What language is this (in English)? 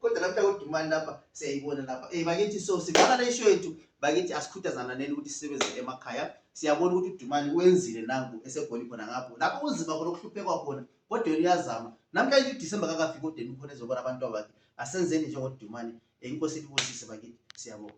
Zulu